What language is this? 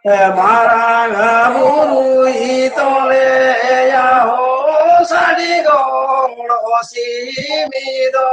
Santali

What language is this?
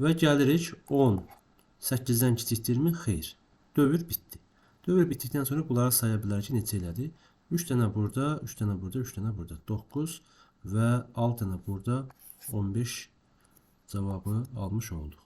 Azerbaijani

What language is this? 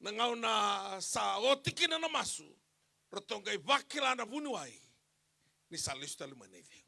Fijian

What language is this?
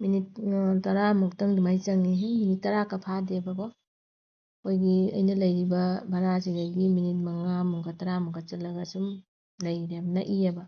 Manipuri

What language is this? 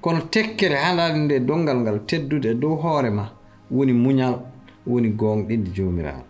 Fula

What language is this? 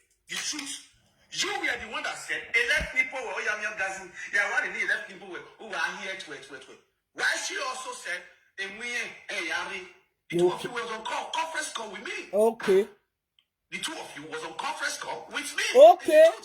Nigerian Pidgin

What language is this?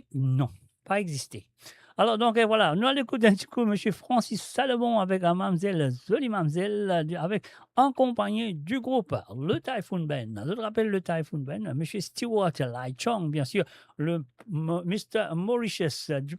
Morisyen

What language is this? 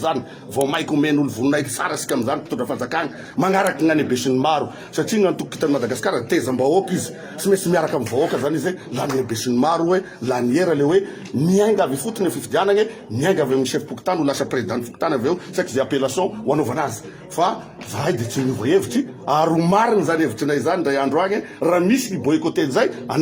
Malagasy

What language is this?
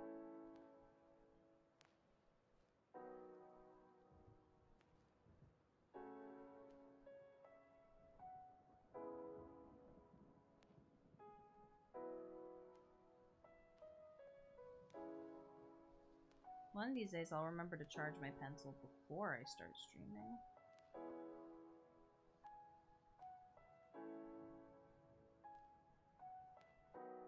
English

